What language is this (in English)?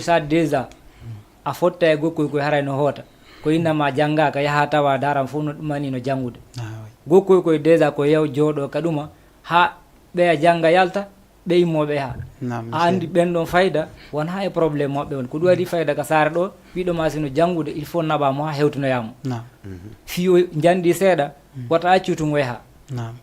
Fula